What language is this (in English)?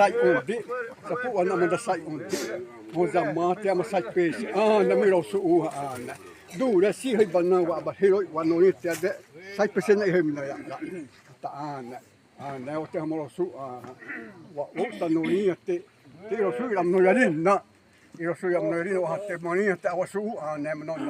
Xavánte